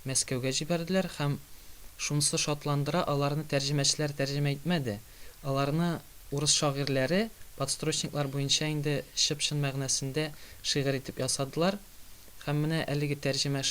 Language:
Tatar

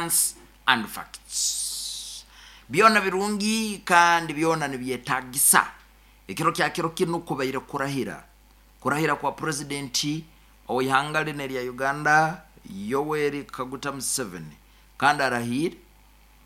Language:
Nyoro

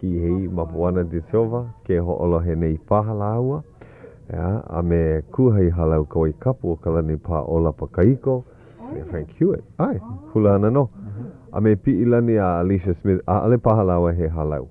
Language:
Hawaiian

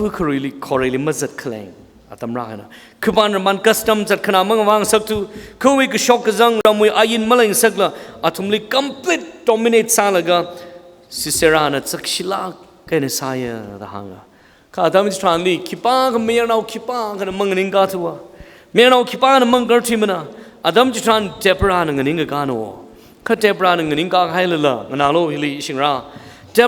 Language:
Tangkhul Naga (India)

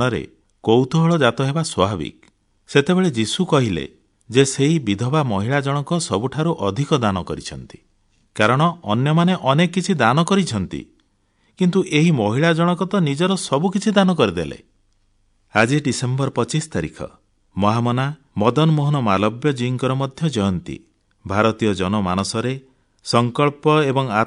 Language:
Odia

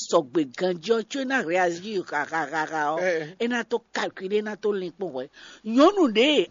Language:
Fon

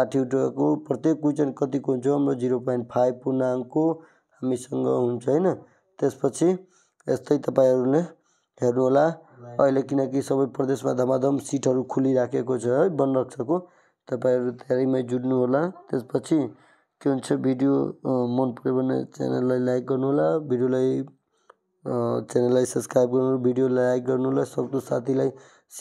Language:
Nepali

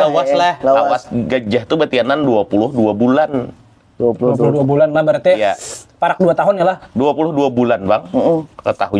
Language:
Banjar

